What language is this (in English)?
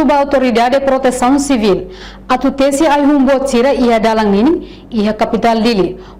Tetum